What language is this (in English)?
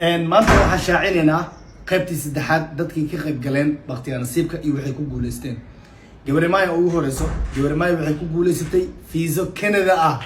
Somali